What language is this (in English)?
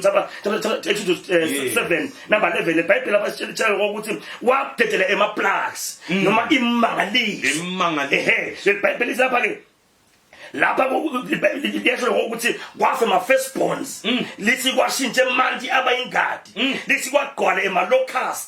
Zulu